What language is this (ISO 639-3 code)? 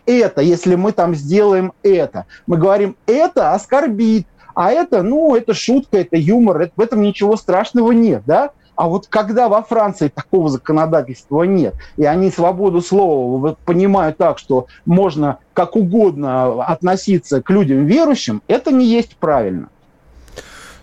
rus